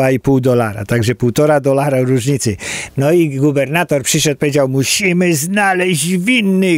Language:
Polish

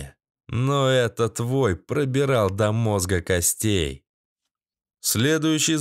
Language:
Russian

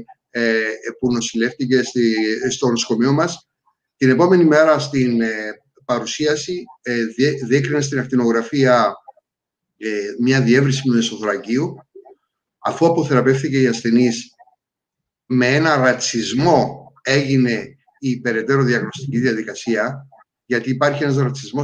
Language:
Greek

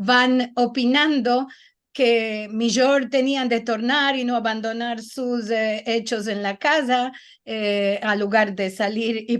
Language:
Ladino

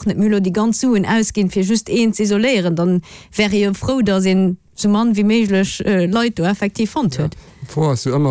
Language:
Luxembourgish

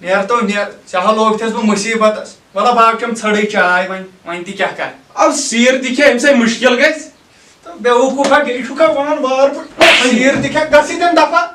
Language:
Kashmiri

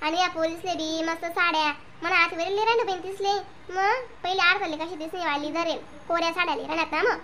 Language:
Khandesi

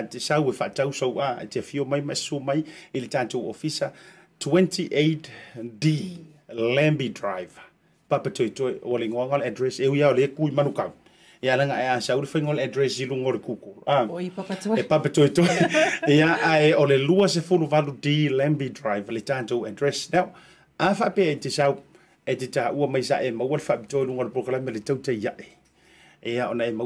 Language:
Samoan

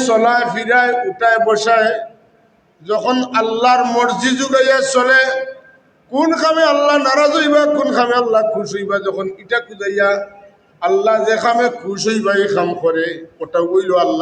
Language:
Sylheti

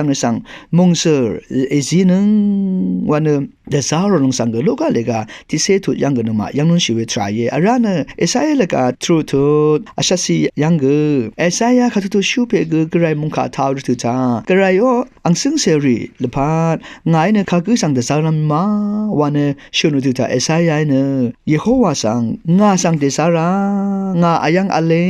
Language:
Rawang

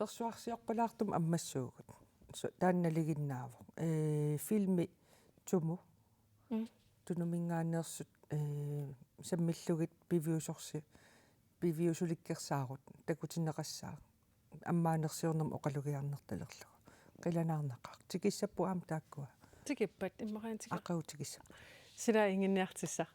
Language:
Kalaallisut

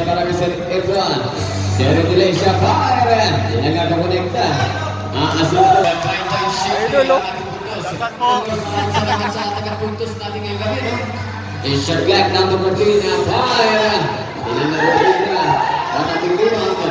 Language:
Filipino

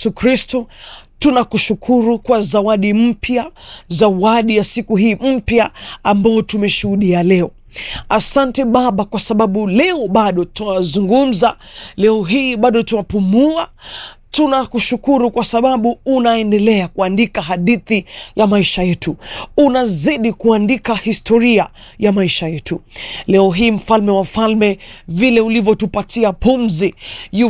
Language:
Swahili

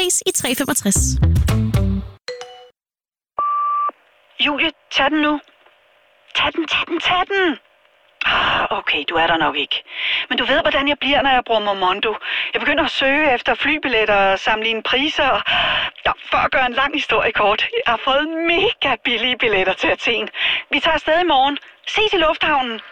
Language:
Danish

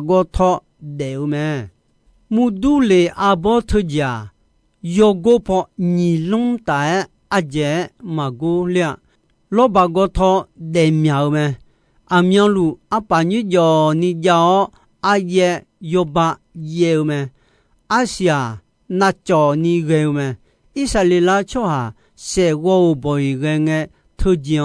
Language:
Akha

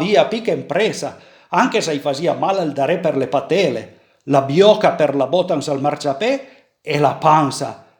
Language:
Piedmontese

